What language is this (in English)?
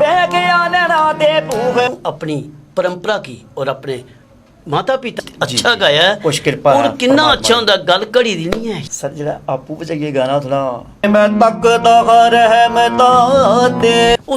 Dogri